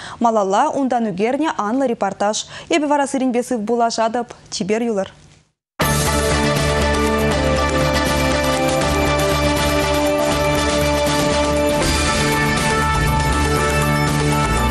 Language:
Chuvash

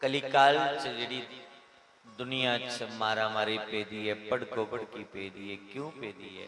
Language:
Dogri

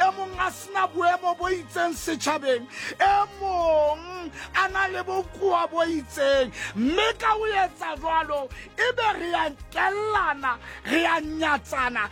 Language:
Southern Sotho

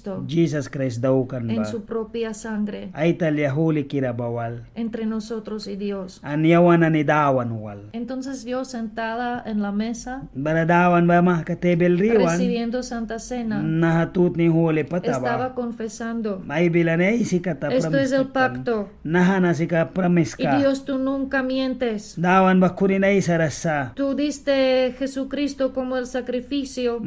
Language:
Mískito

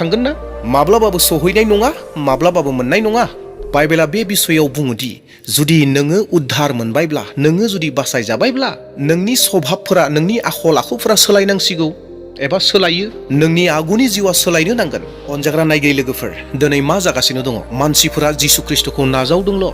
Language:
Bodo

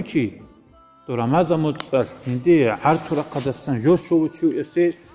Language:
Avaric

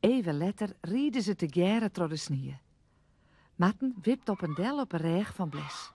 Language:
Western Frisian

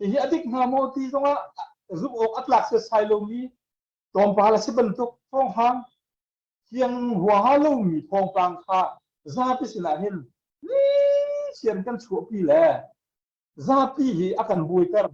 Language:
Hakha Chin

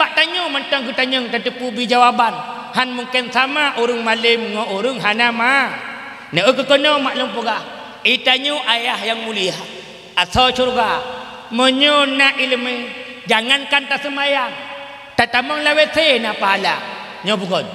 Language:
Achinese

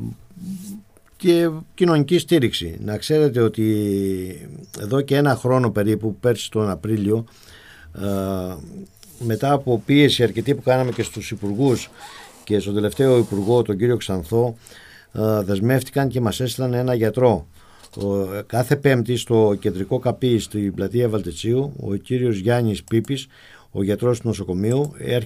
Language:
Greek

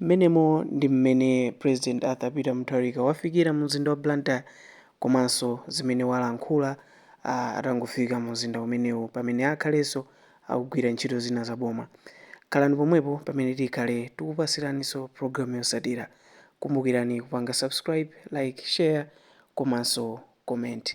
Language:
Nyanja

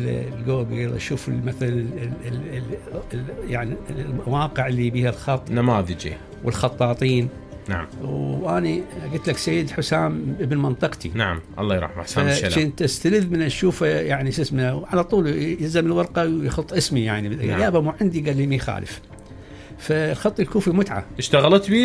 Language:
Mesopotamian Arabic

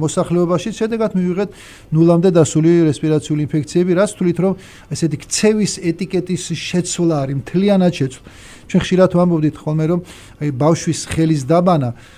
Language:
Georgian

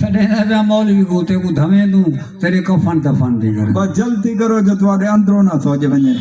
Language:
Saraiki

